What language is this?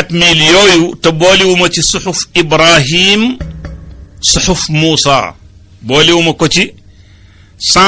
Wolof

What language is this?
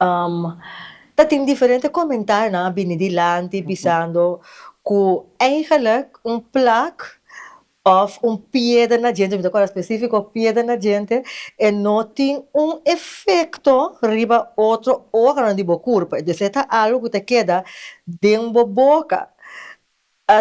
Papiamento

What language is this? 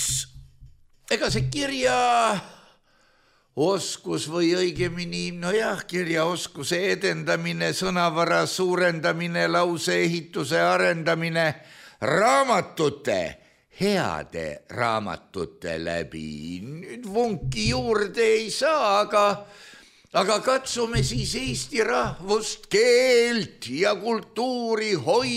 Estonian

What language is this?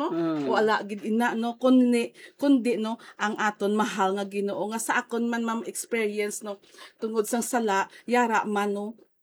Hiligaynon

